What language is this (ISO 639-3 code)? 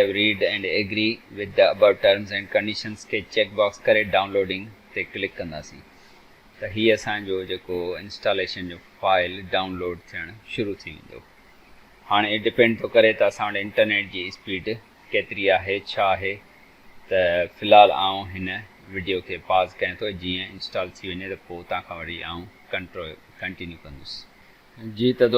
snd